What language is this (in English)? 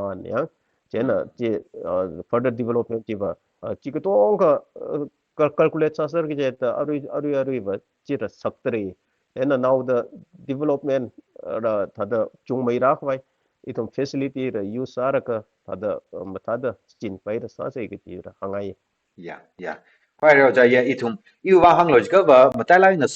Tangkhul Naga (India)